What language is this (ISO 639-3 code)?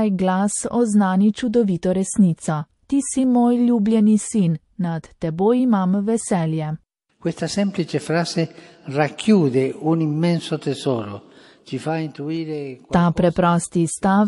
slv